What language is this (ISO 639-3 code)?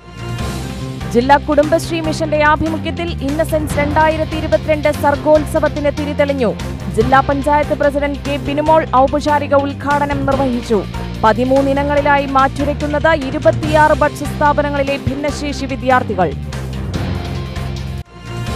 mal